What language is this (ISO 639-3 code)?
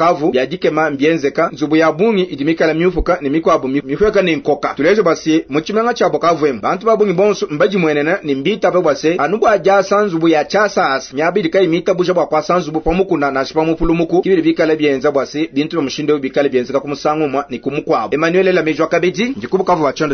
lua